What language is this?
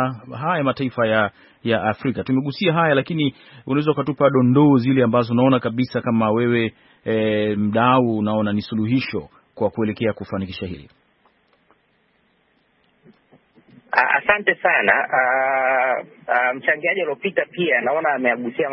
Swahili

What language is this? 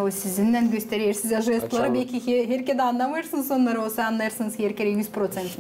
Gagauz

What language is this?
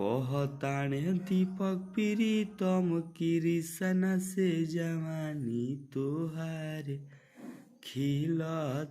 Bhojpuri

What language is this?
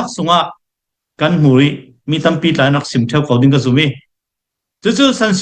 Hakha Chin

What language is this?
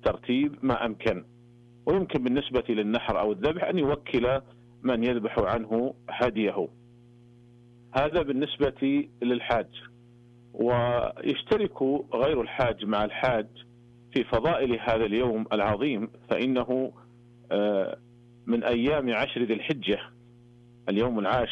Arabic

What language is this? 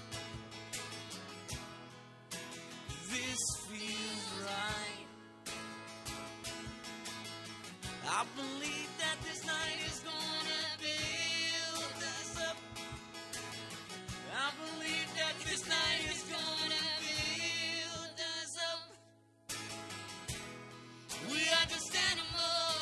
English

